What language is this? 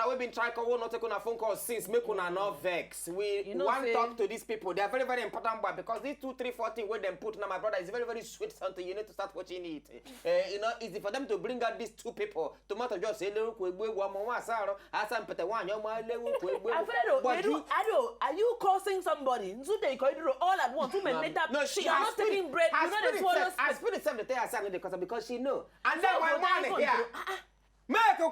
Nigerian Pidgin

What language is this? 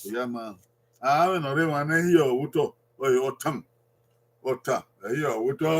Bini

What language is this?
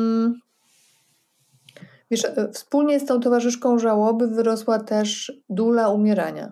Polish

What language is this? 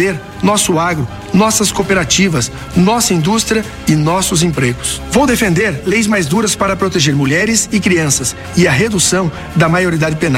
Portuguese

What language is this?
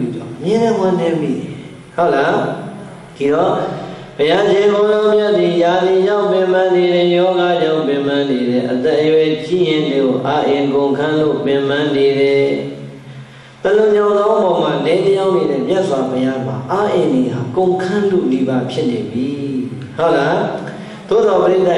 Burmese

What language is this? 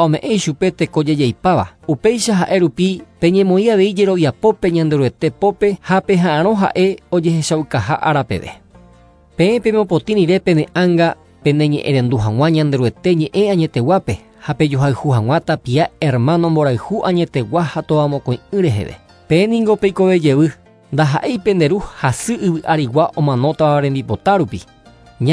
Guarani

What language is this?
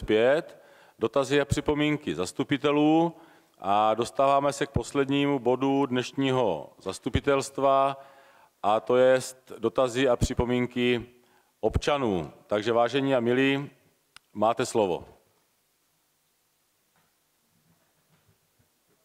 Czech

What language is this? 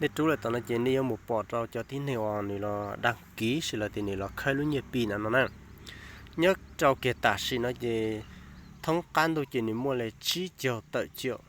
Hmong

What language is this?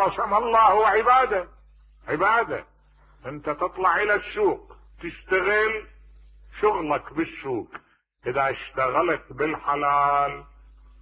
Mesopotamian Arabic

